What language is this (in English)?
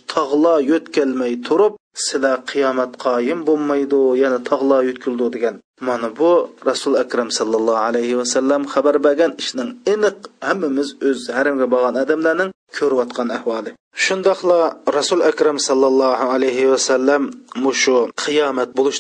Uyghur